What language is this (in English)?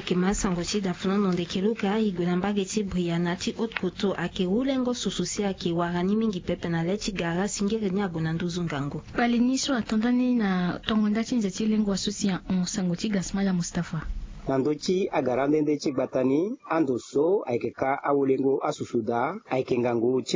Sango